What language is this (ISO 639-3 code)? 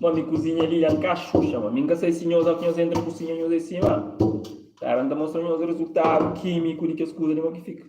kea